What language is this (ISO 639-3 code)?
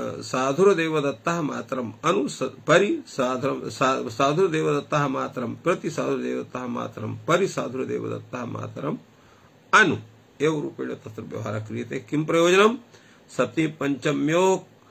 san